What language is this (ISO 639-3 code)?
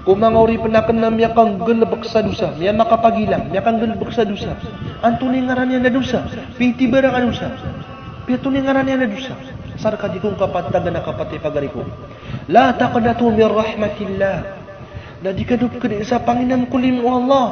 mrw